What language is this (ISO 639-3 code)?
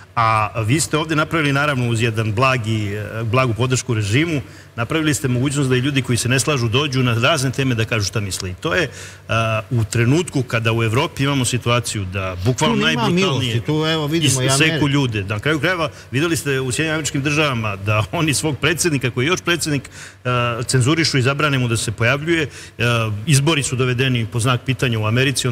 srp